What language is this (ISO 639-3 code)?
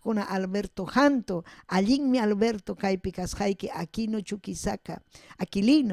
quy